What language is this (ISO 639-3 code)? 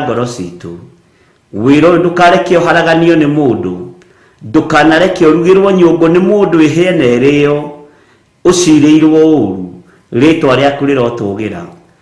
kik